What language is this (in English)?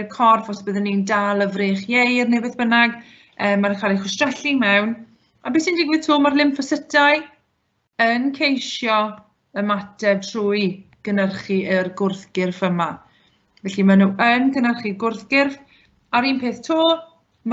Welsh